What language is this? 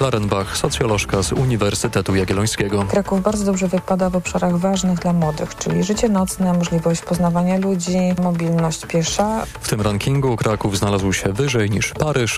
Polish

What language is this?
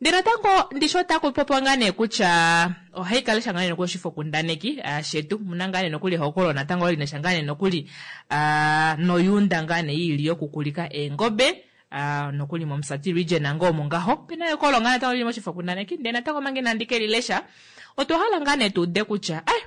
Kuanyama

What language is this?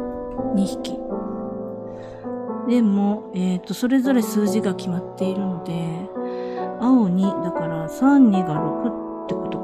Japanese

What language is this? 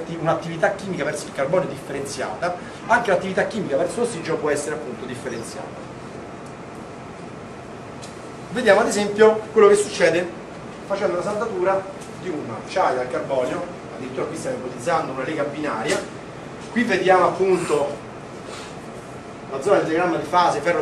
Italian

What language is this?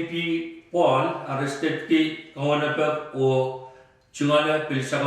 Pohnpeian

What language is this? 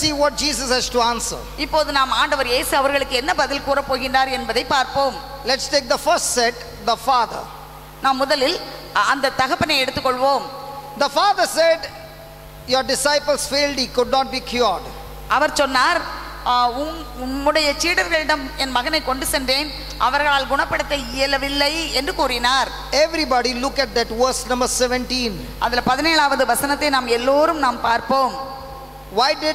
Tamil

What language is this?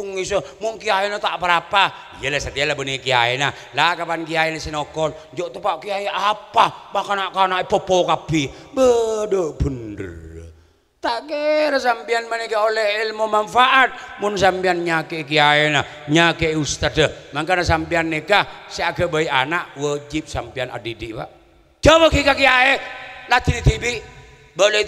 Madurese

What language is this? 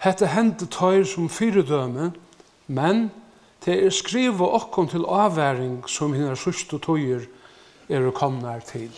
Faroese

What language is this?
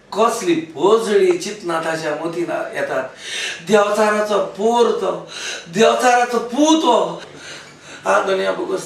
Konkani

